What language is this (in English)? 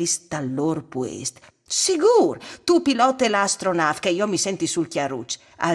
Friulian